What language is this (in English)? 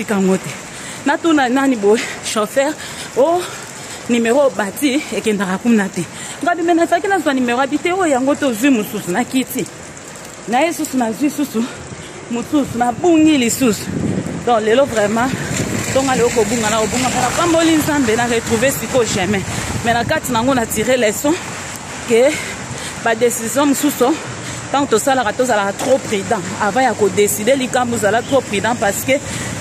Lingala